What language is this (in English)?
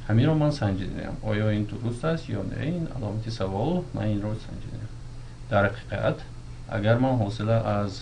Tajik